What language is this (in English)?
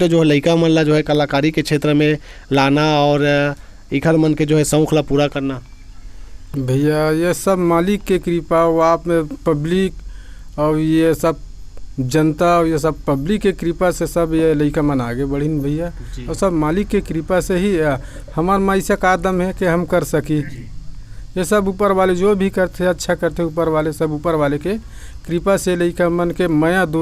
Chhattisgarhi